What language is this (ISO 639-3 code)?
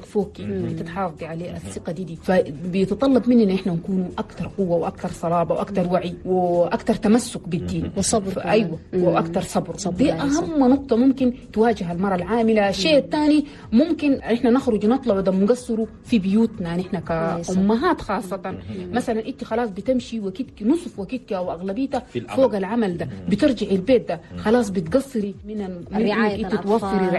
shu